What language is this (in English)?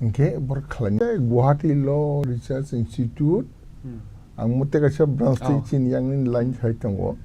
Kok Borok